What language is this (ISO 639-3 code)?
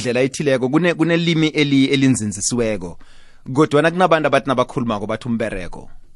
nbl